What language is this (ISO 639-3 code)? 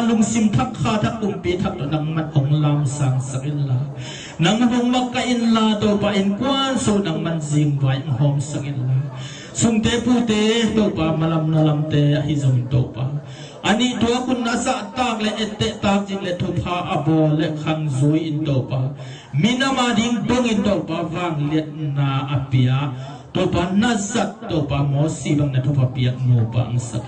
ctd